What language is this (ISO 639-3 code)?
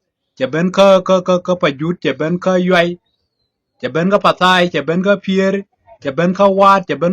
nus